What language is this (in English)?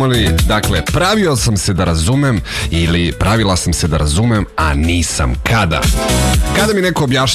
Serbian